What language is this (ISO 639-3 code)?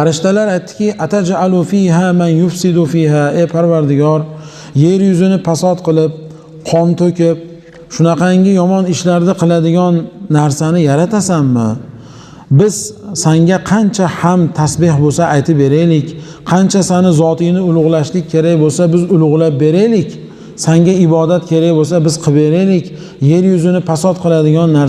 uzb